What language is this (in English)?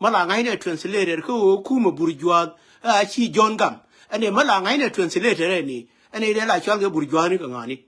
Nuer